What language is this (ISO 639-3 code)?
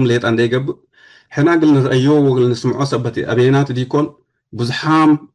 tig